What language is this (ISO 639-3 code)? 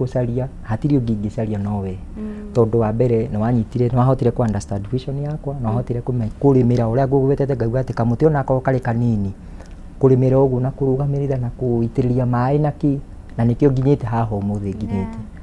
kik